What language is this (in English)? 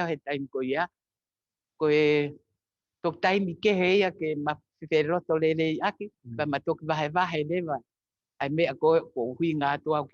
Tongan